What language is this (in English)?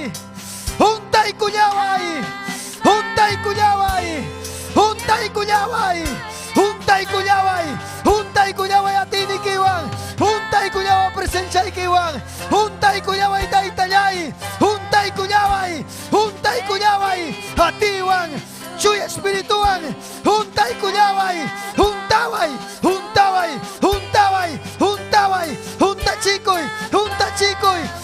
Ayacucho Quechua